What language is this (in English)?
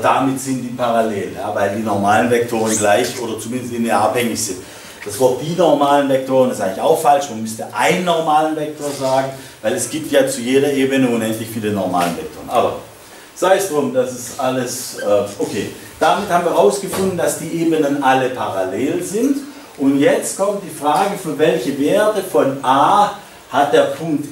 German